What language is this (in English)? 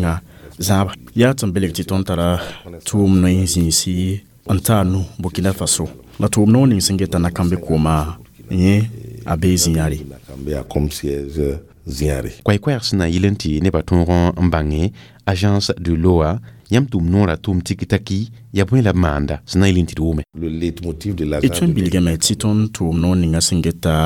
Mossi